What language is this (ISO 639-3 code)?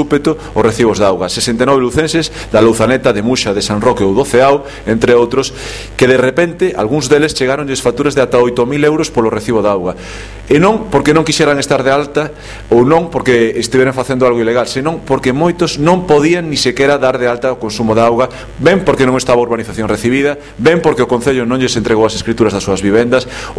glg